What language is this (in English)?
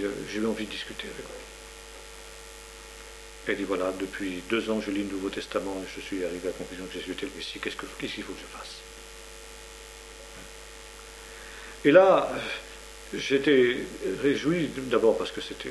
French